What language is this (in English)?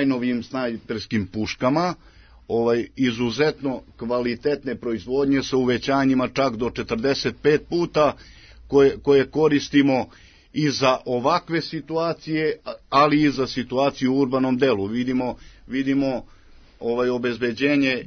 Serbian